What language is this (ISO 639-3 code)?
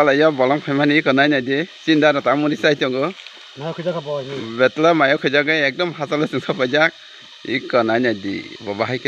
trp